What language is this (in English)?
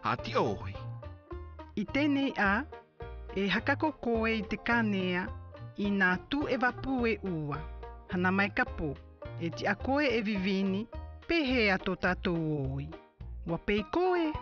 South Marquesan